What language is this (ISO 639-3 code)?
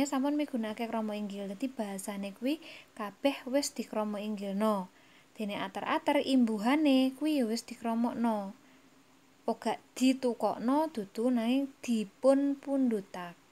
jav